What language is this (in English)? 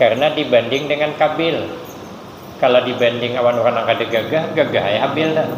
Banjar